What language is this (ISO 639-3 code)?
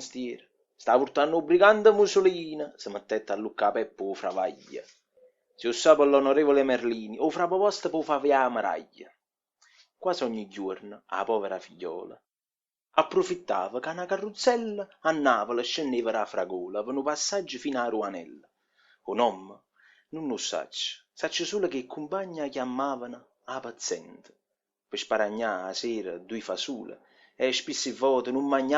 nap